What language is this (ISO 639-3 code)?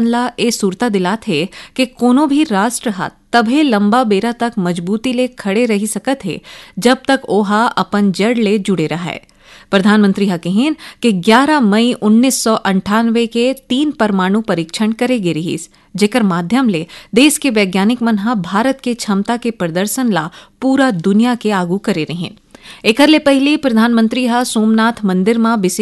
hne